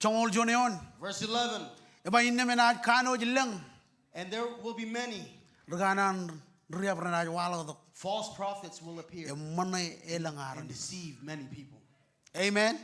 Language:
Marshallese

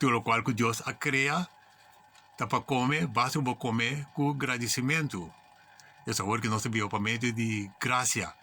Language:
Papiamento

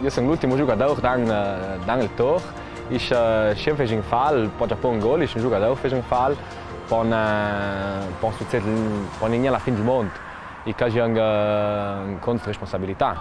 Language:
Ladin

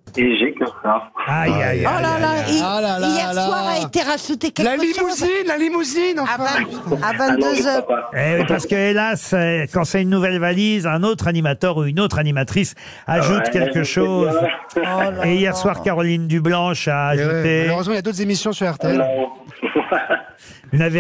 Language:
French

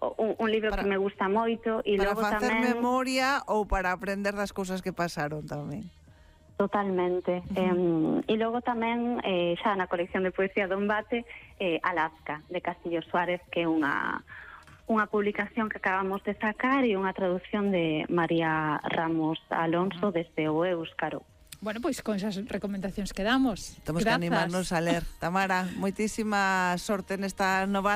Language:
Galician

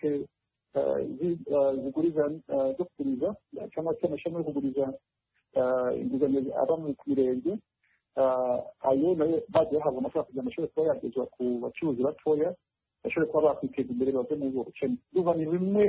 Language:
Kinyarwanda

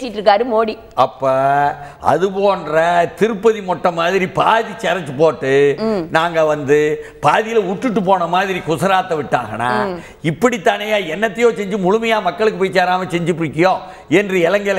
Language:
Tamil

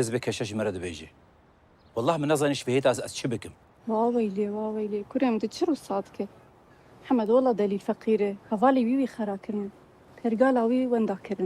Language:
Kurdish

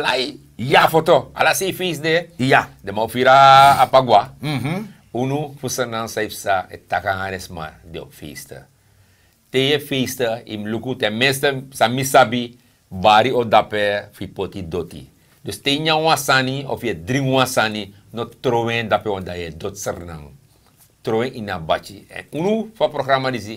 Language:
Sranan Tongo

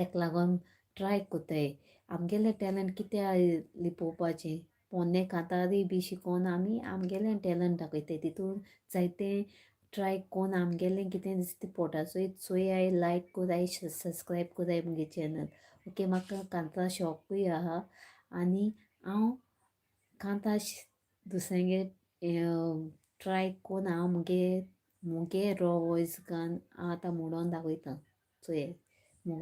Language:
Konkani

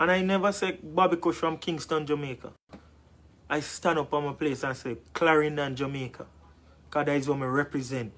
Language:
Jamaican Creole English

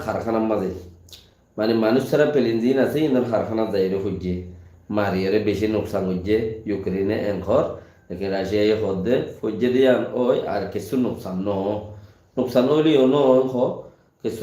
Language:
Rohingya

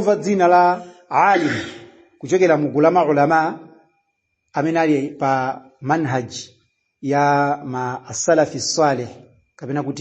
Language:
Nyanja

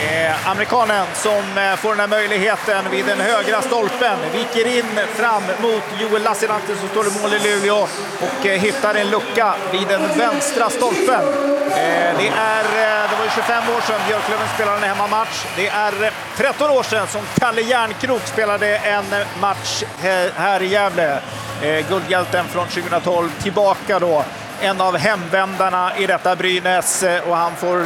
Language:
Swedish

